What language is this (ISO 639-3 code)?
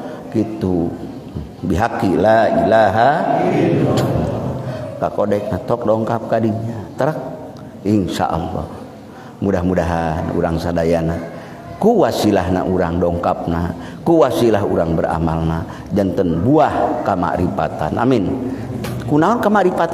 sun